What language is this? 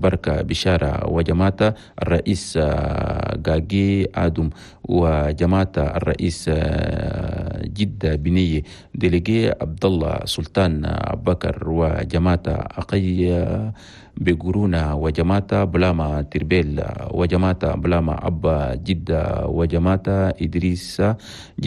Chadian Arabic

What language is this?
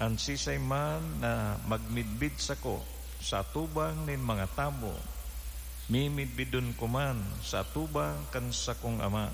Bikol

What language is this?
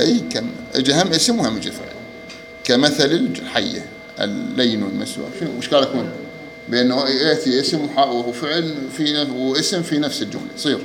Mesopotamian Arabic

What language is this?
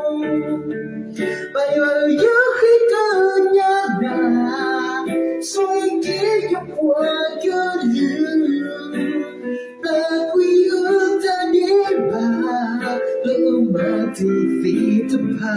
S'gaw Karen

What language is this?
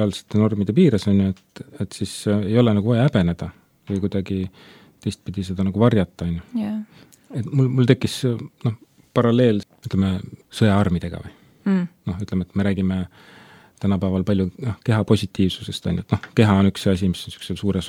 Estonian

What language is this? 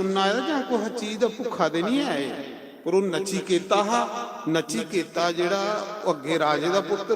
Dogri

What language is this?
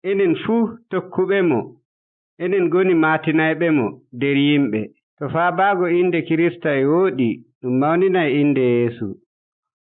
Nigerian Fulfulde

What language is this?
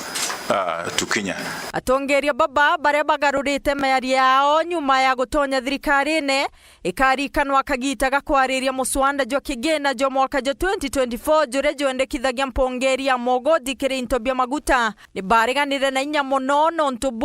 Meru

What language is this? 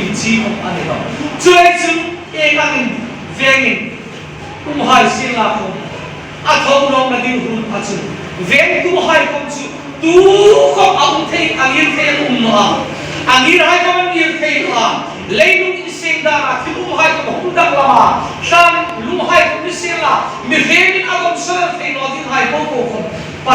Hmar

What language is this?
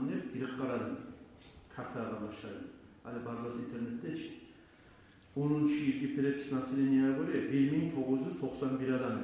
Kumyk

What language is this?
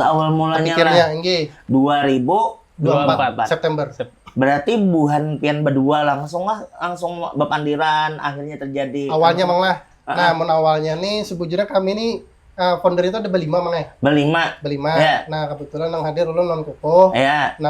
Banjar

